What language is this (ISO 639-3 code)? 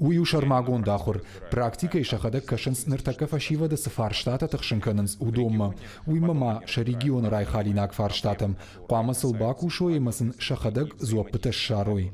oss